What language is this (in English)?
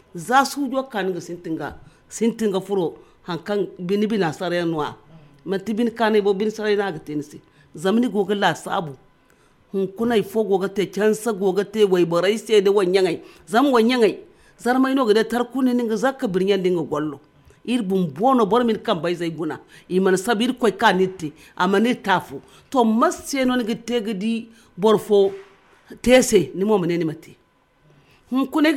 Zarma